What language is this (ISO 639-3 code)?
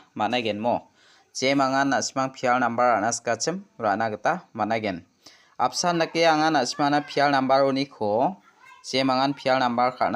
grt